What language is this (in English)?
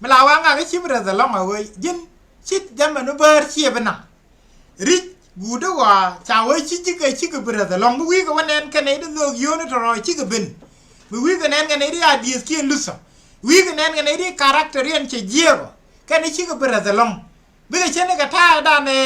Nuer